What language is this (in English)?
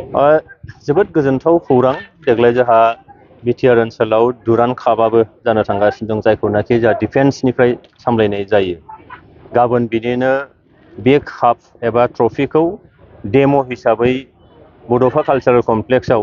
Bodo